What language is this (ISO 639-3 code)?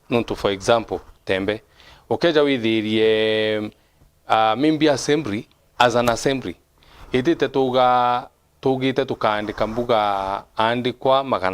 mer